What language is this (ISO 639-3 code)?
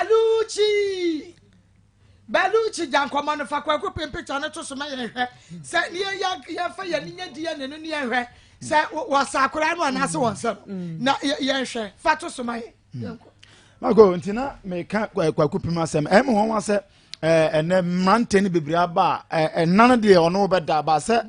aka